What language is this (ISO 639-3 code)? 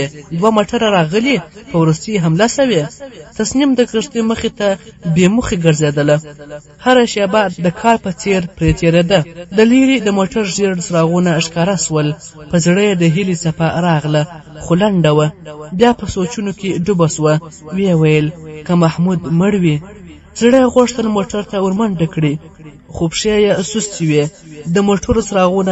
pus